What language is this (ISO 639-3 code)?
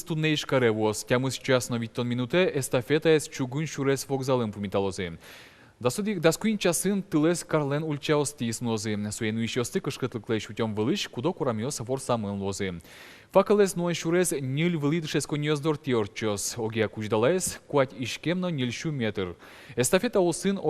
udm